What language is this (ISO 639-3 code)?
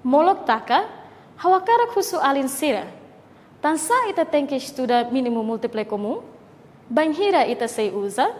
tet